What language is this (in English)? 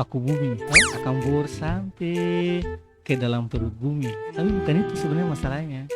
Ambonese Malay